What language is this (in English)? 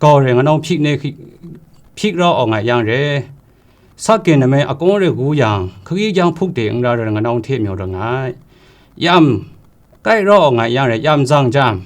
Kachin